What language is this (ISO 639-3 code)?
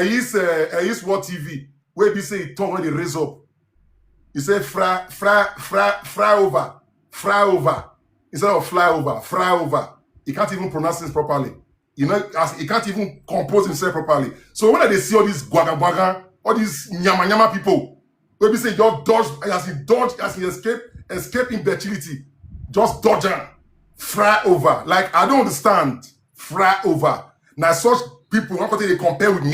pcm